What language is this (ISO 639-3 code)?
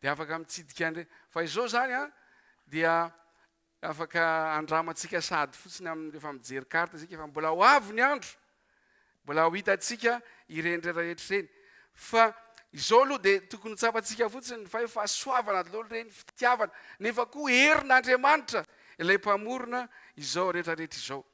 mlg